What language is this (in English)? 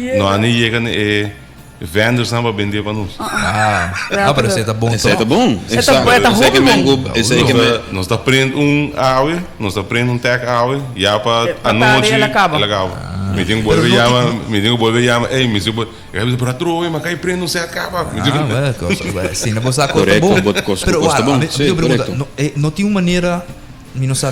Papiamento